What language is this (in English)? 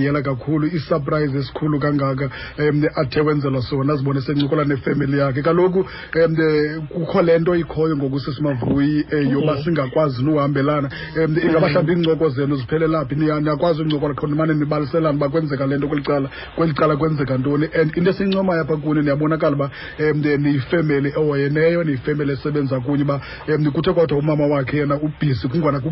Xhosa